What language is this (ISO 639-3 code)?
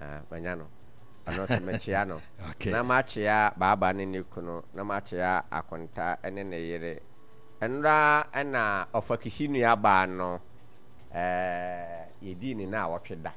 aka